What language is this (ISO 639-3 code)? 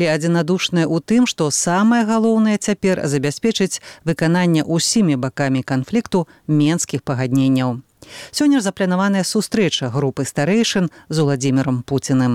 bel